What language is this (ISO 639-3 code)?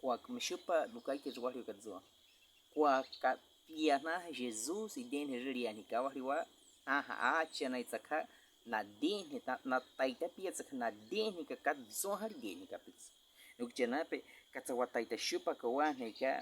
bwi